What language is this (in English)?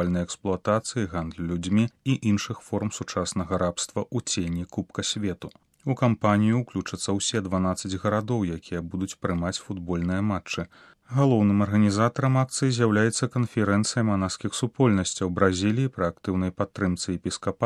Belarusian